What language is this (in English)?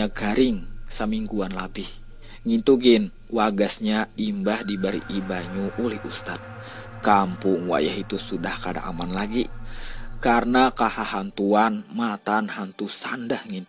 Banjar